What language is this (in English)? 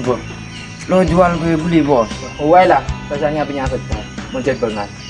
Madurese